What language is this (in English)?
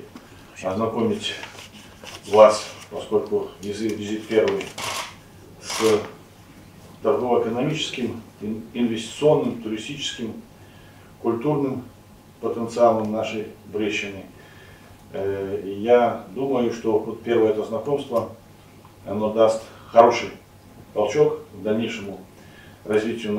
Russian